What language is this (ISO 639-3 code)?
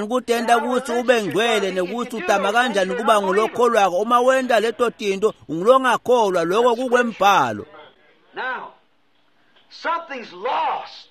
ssw